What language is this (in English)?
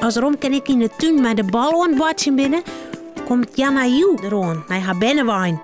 Western Frisian